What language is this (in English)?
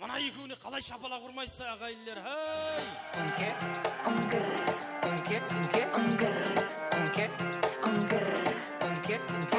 Kara-Kalpak